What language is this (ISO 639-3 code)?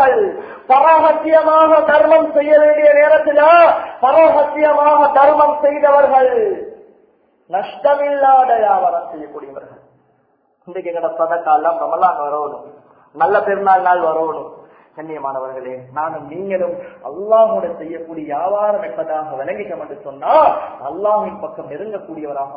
tam